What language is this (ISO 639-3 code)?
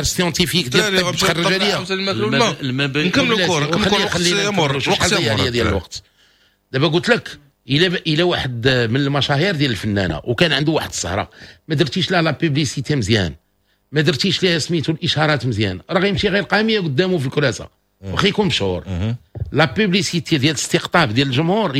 ary